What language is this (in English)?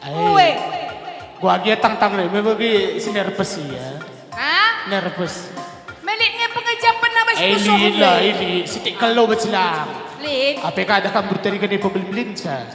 Batak Karo